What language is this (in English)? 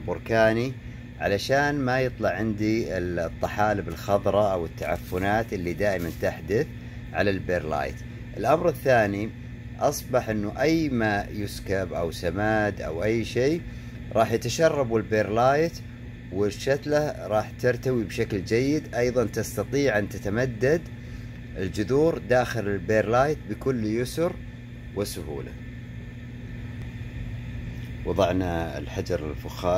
Arabic